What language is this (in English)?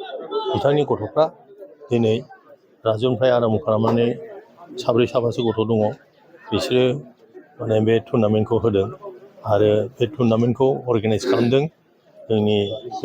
Bodo